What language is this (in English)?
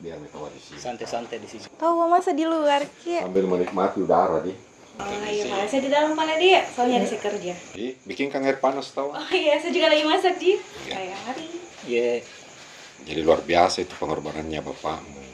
Makassar Malay